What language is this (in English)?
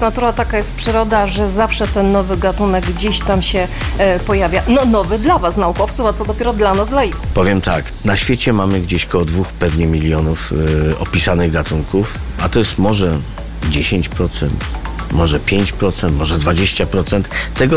Polish